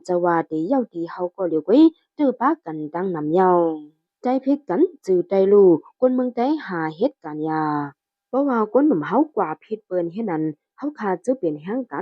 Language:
Shan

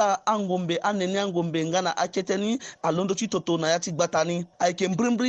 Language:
Sango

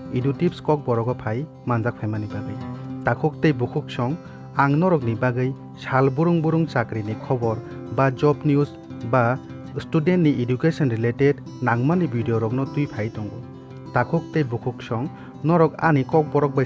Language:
Kok Borok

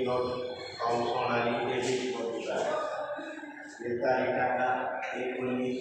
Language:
Marathi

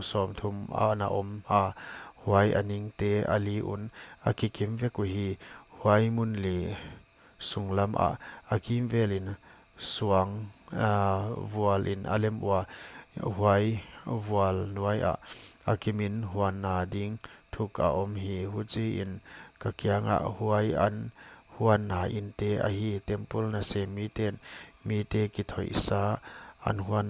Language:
Paite Chin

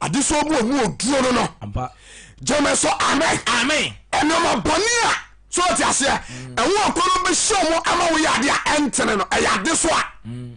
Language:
Akan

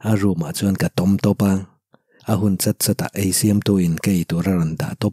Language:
Mizo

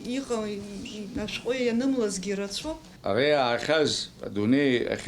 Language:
Abkhazian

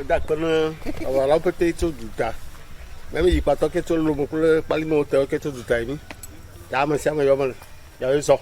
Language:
Ewe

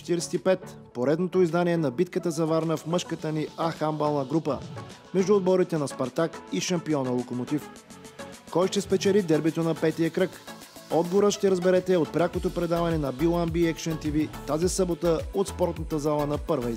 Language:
Bulgarian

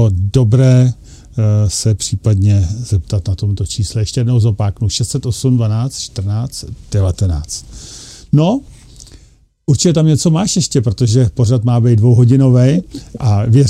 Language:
Czech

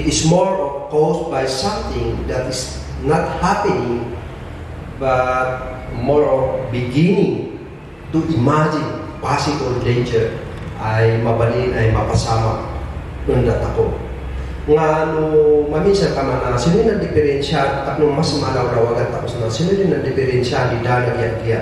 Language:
Kankanaey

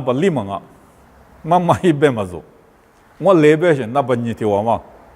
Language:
Lisu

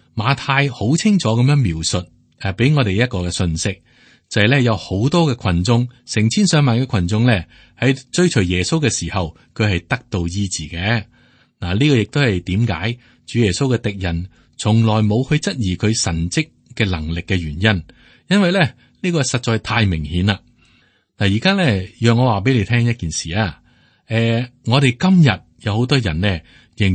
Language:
Cantonese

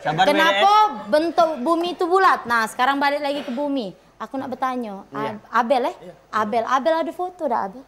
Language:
Musi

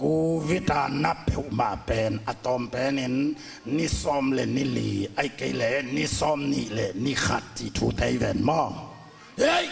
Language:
Tedim Chin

